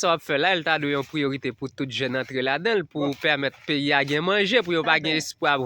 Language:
Haitian Creole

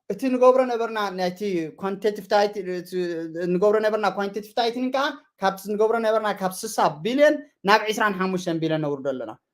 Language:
Tigrinya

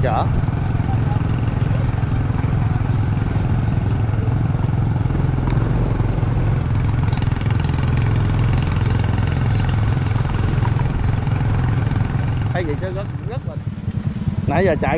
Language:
Vietnamese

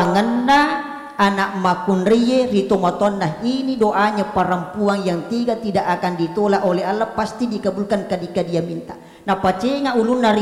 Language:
Buginese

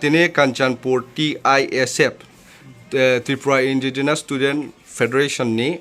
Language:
Riang (India)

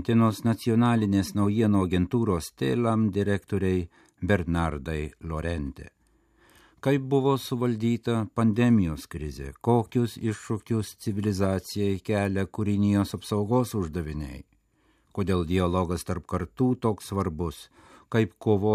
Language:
Lithuanian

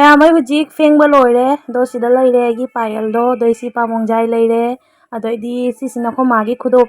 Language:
Manipuri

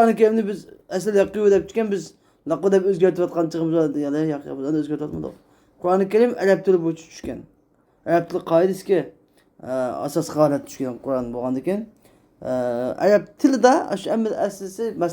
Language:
Uyghur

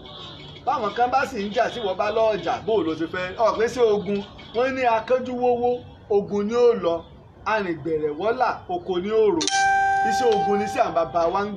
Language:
Yoruba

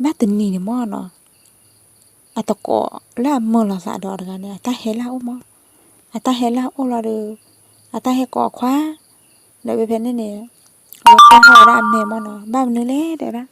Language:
S'gaw Karen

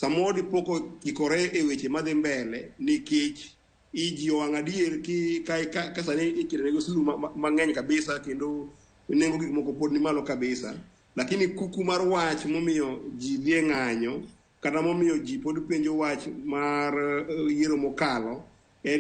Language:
Luo (Kenya and Tanzania)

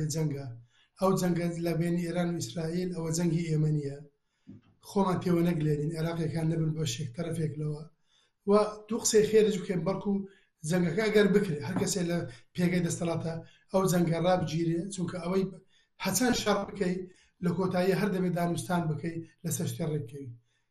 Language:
Central Kurdish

